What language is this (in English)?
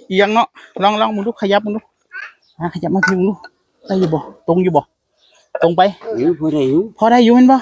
Northeastern Thai